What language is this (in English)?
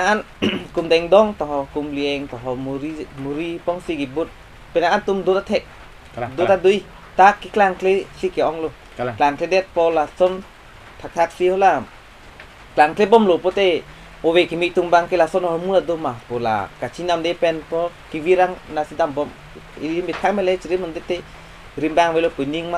Karbi